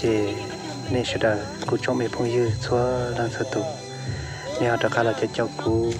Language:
Hmong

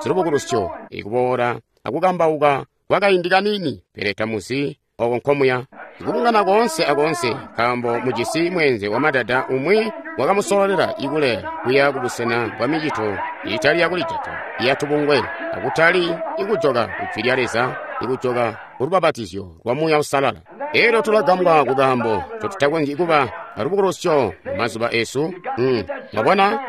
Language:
Tonga (Zambia)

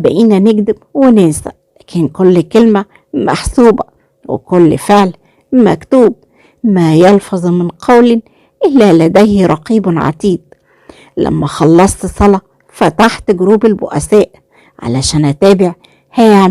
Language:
Egyptian Arabic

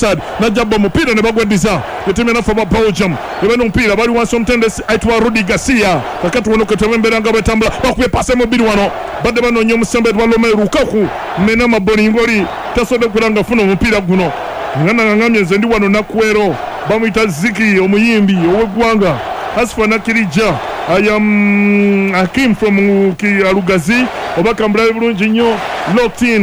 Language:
Ganda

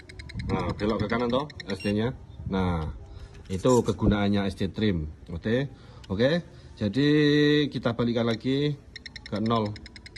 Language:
Indonesian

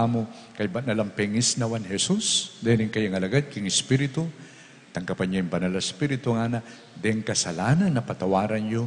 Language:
Pampanga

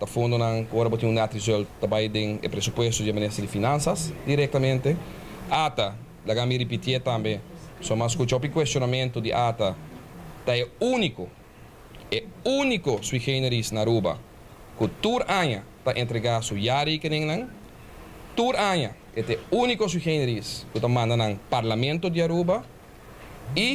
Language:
Papiamento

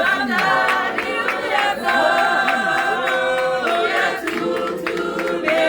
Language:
Tswana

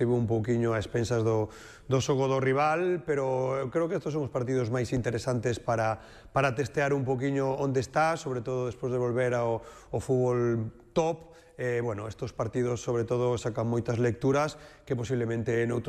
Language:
Galician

